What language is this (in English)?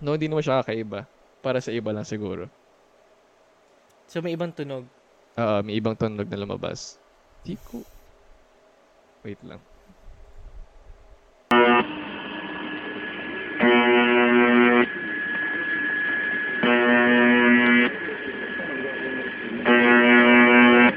Filipino